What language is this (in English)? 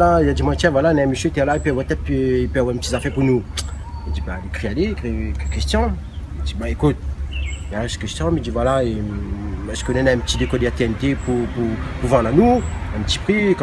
Réunion Creole French